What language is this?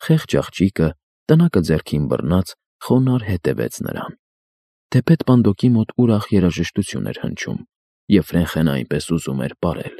Armenian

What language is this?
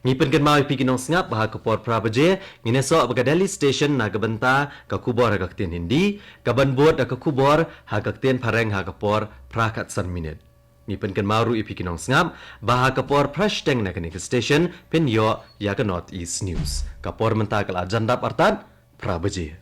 Khasi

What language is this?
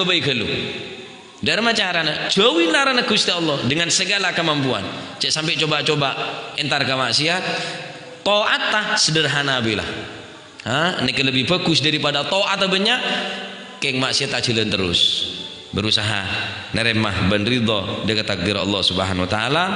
Madurese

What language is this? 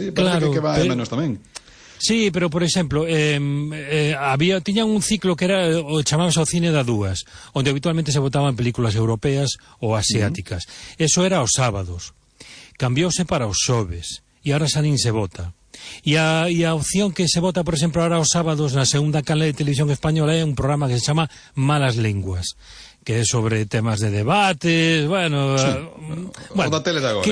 Galician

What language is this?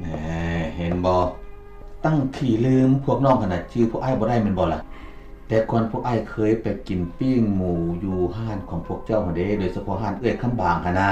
Lao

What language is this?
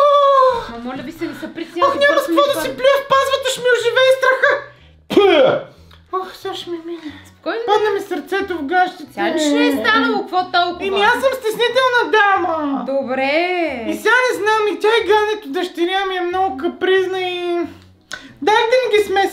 Bulgarian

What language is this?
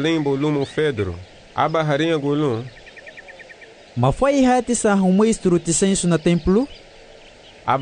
Garifuna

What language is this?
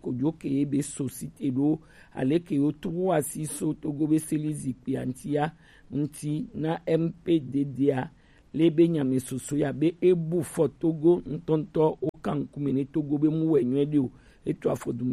Gen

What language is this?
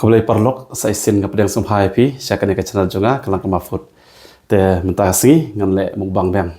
Khasi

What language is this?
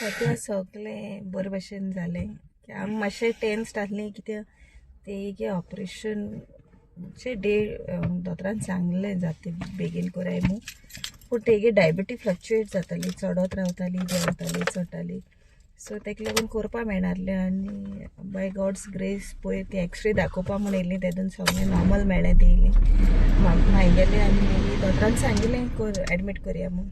Konkani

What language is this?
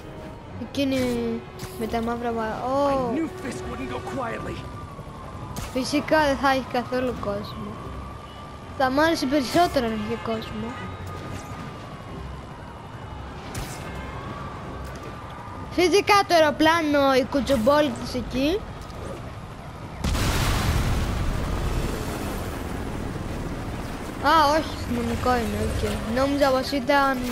Greek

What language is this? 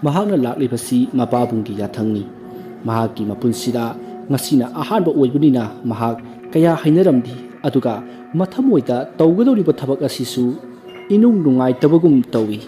Manipuri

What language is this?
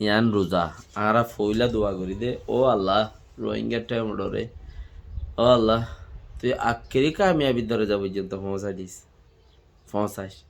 Rohingya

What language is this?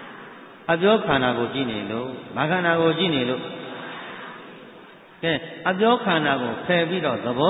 Burmese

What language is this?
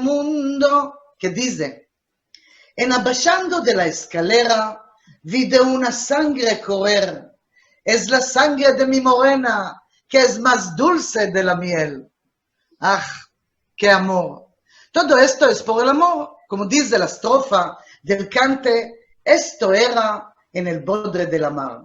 Ladino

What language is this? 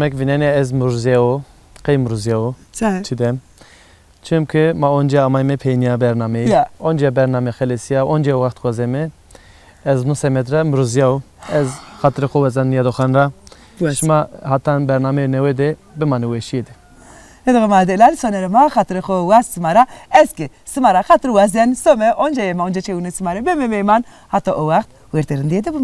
Zaza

